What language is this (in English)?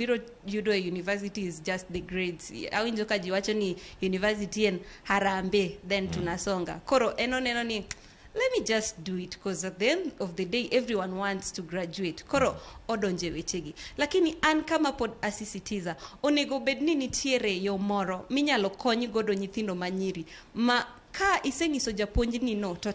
Luo (Kenya and Tanzania)